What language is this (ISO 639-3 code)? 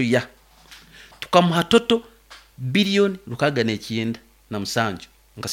nyn